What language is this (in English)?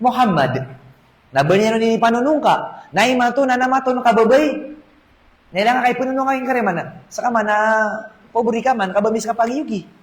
Maranao